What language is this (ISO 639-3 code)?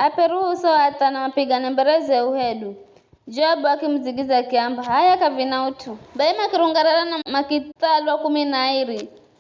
nyf